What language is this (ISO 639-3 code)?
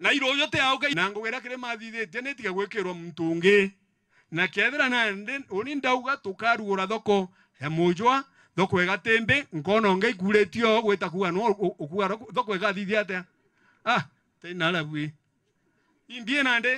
mer